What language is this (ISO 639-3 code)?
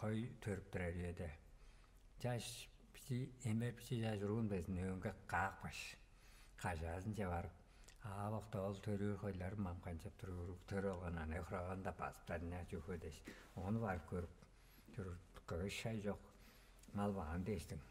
tyv